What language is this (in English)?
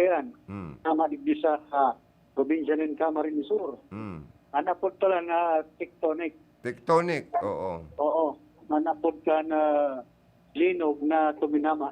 Bikol